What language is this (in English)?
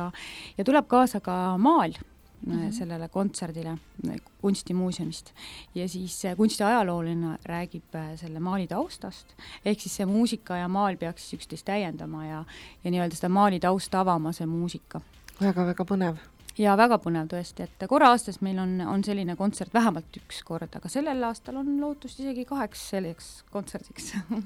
Estonian